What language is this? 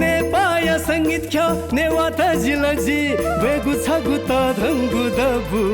Newari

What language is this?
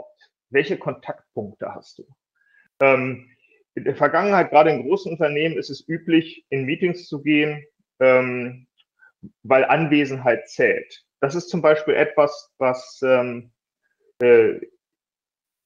German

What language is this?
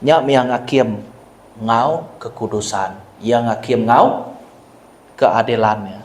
Iban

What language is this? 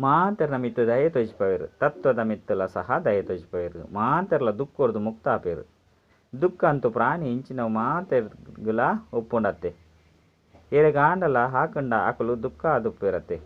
Tulu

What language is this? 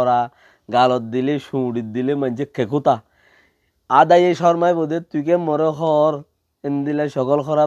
Rohingya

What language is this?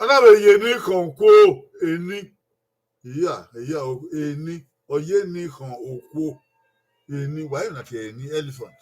Bini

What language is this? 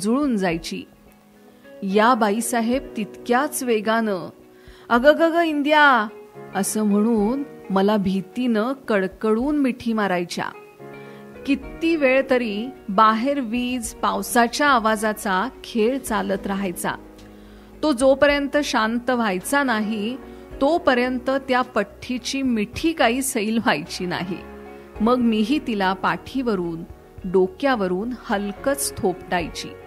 Marathi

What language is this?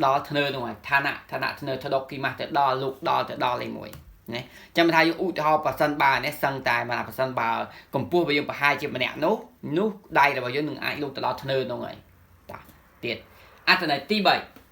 Khmer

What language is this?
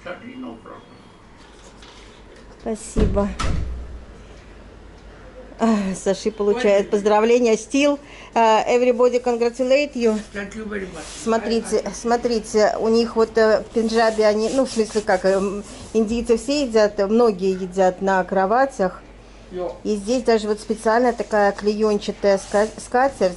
Russian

